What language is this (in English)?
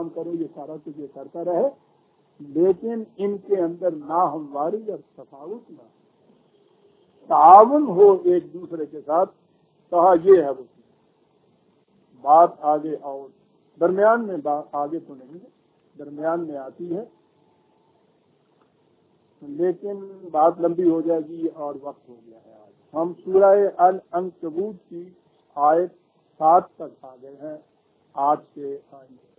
Urdu